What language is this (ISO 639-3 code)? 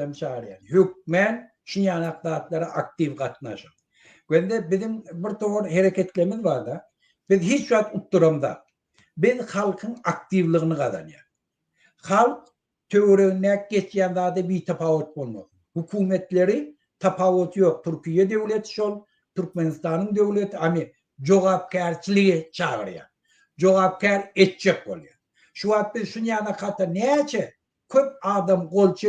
tuk